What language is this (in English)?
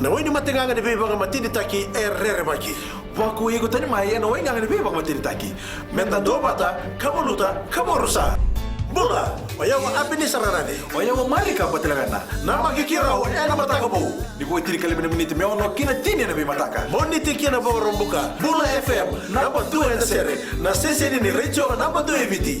Fijian